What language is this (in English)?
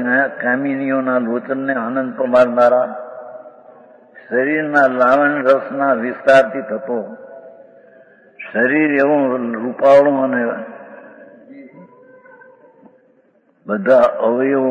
Gujarati